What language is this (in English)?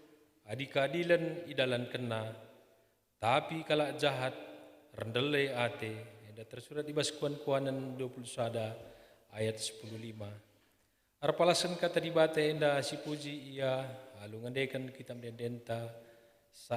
Batak Karo